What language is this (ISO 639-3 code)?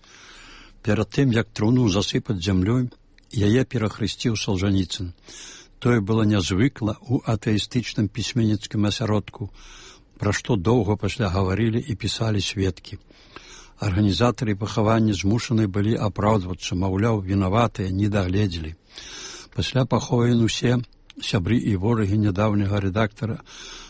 bel